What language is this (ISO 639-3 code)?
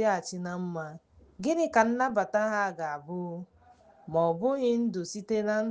ibo